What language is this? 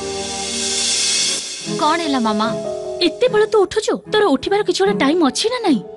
Odia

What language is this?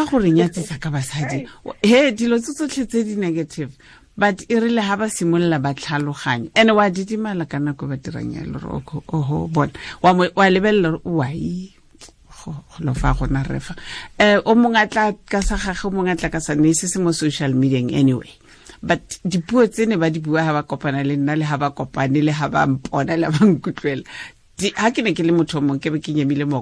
Tswana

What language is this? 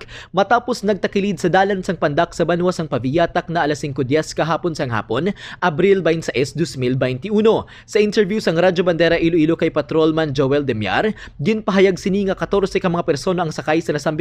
Hiligaynon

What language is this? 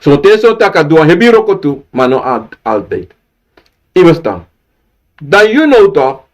Sranan Tongo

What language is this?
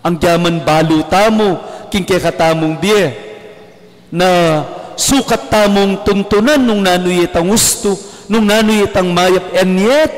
Pampanga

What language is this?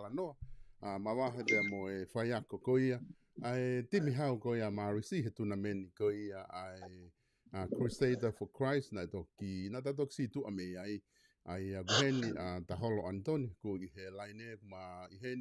Tongan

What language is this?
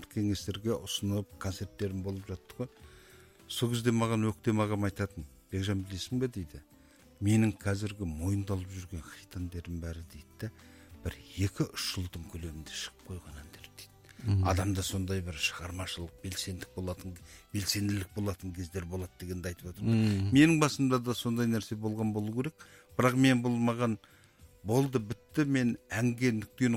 Kazakh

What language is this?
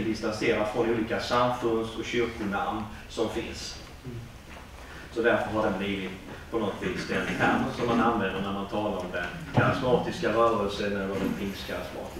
Swedish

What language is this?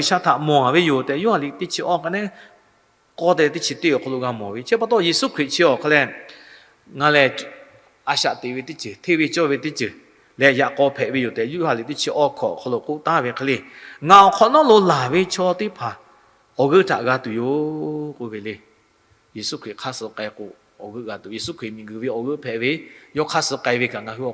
Lahu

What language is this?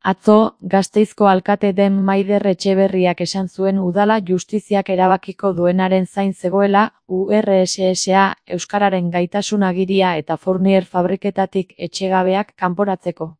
Basque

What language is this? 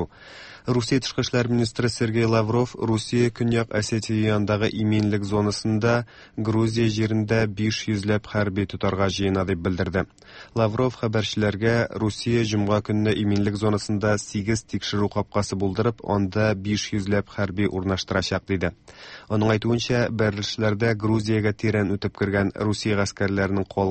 Tatar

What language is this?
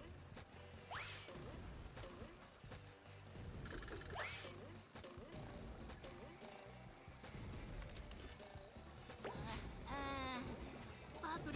Japanese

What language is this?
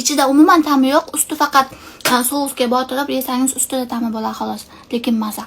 Uzbek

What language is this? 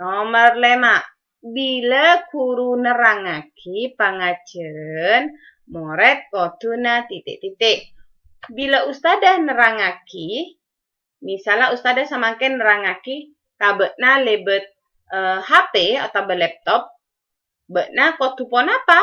Madurese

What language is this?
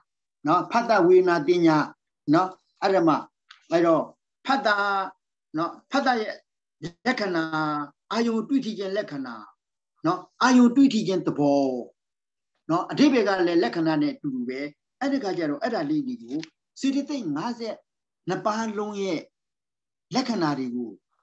Burmese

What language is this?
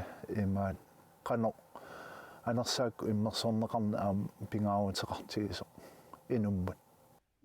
Kalaallisut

